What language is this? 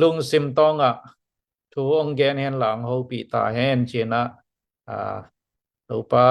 Tedim Chin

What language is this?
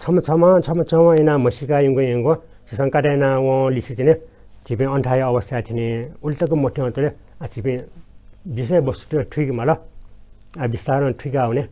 Newari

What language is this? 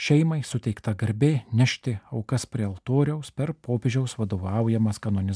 Lithuanian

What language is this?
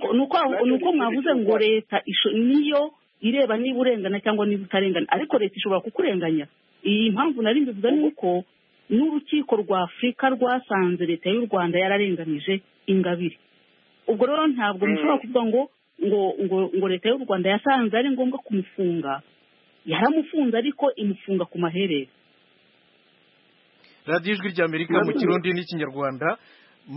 Kinyarwanda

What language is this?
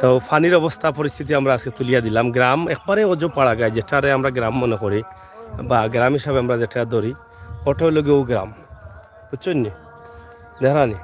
Sylheti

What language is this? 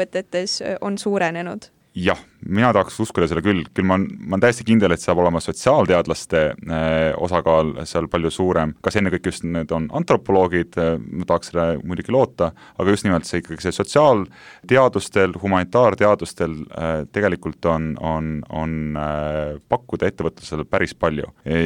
Estonian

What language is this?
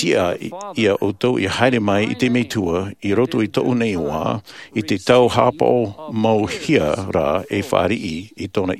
Tahitian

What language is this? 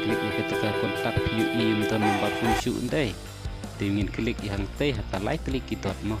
Khasi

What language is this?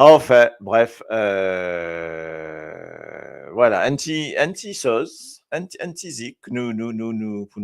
Morisyen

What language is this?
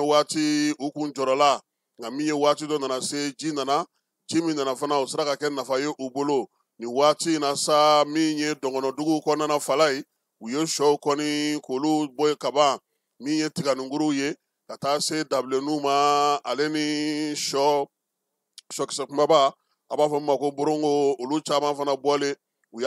Bambara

